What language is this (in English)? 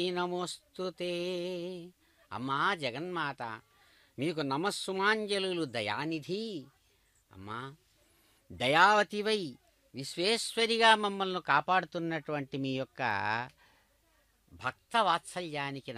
Telugu